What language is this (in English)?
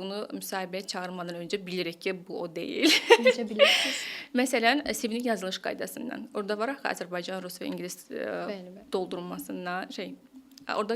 Azerbaijani